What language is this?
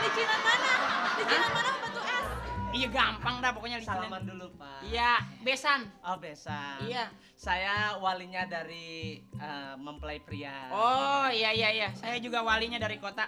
Betawi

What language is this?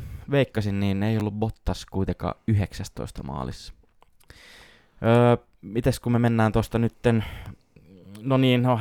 Finnish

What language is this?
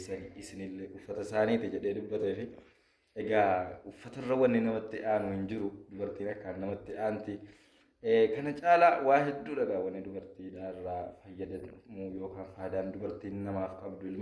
Oromo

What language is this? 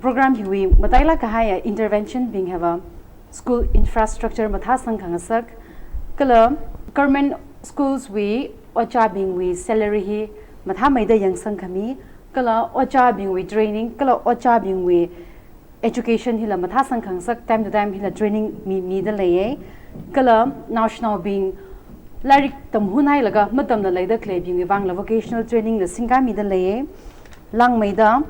Tangkhul Naga (India)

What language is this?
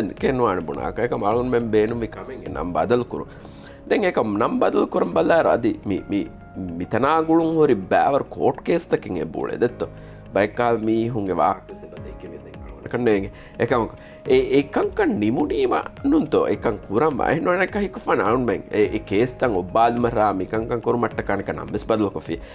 Divehi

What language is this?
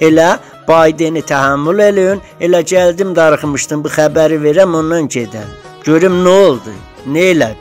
South Azerbaijani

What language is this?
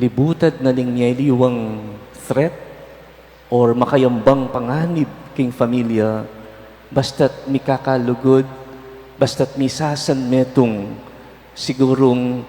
Pampanga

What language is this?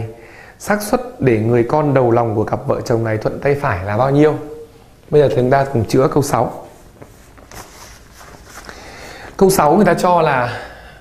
Vietnamese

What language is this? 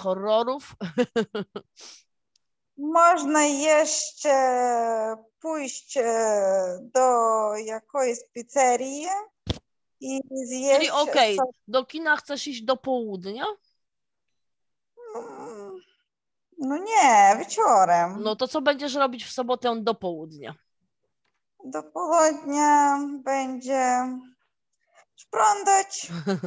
Polish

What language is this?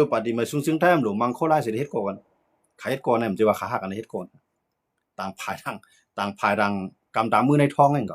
Shan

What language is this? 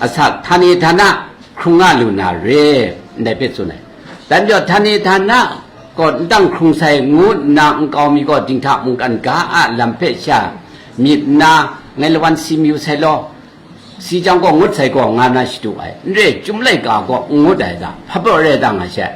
Kachin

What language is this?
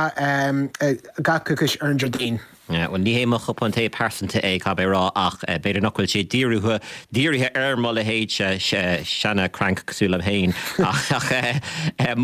Irish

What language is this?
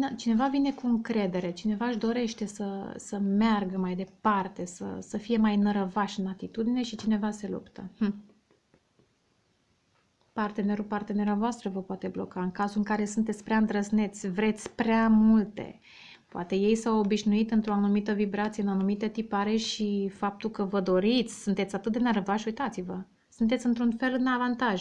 Romanian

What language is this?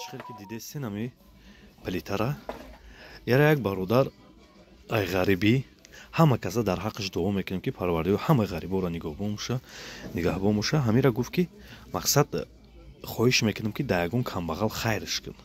Tajik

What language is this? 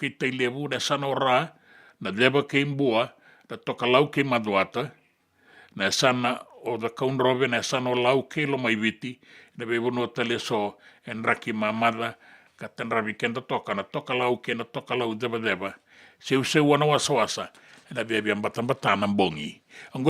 Fijian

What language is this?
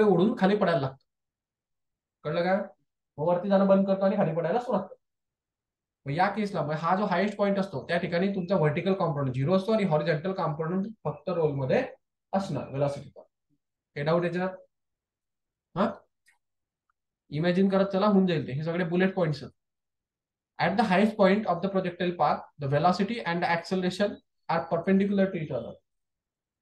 Marathi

